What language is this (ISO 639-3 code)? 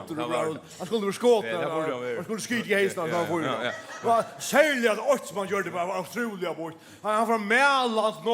fao